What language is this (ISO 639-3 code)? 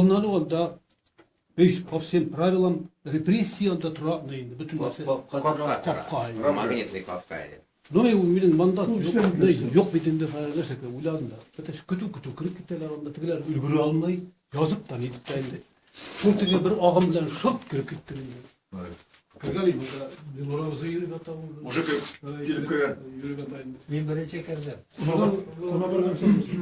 tat